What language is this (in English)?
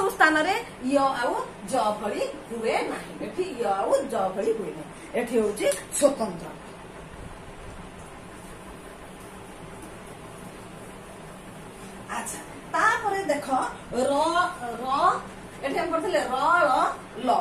Odia